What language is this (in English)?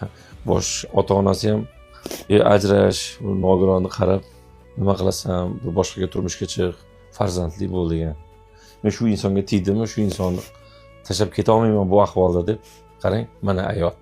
Uzbek